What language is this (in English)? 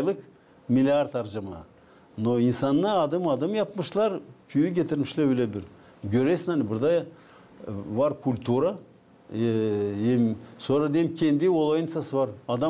Gagauz